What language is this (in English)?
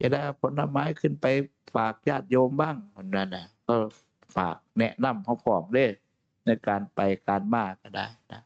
Northeastern Thai